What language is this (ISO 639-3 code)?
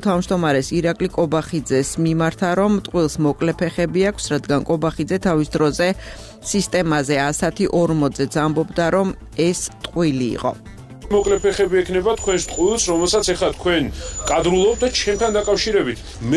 kat